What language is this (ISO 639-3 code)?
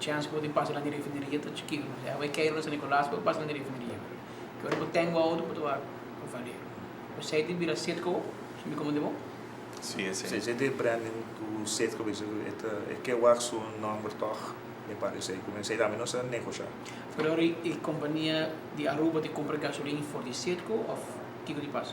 pap